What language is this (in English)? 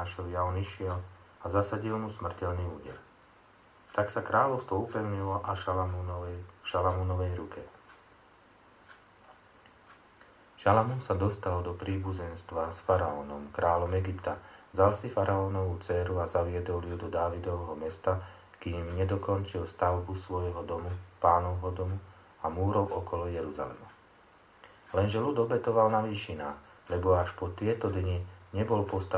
Slovak